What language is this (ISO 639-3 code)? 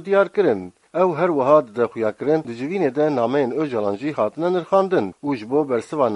kur